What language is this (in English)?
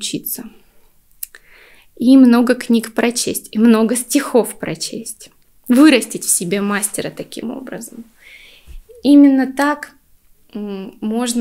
Russian